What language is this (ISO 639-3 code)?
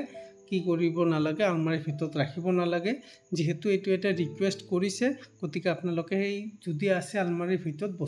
asm